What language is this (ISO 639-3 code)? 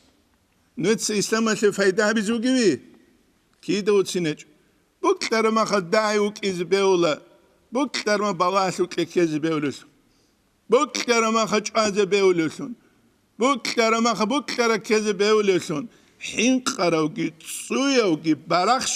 ava